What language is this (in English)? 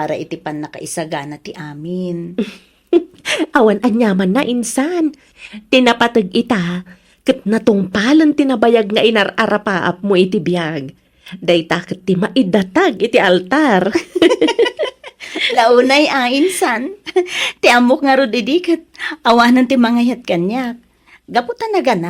Iloko